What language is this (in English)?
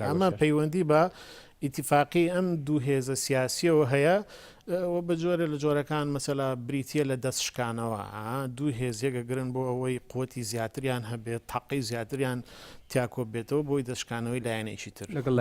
Central Kurdish